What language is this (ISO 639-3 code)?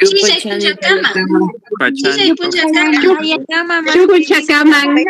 qug